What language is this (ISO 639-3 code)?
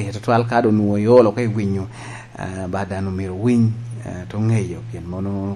laj